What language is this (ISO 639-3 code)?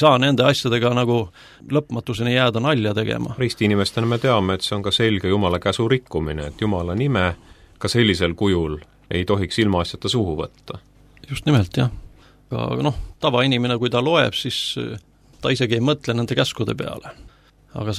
est